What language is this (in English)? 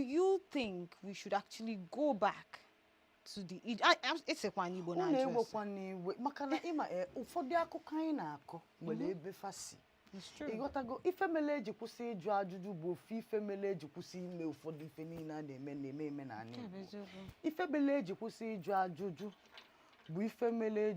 Igbo